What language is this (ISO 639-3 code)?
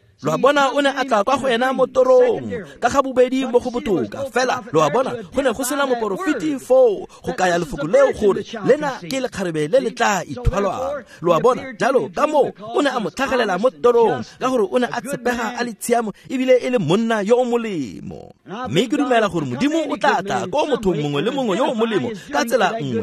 tsn